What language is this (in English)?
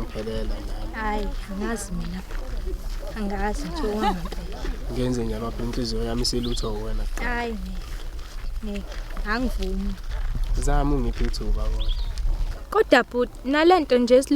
Zulu